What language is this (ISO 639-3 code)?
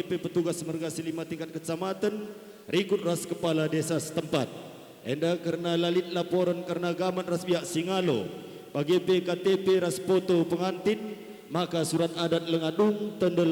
btx